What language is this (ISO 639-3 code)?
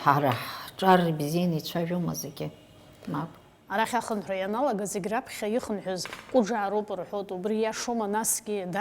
abk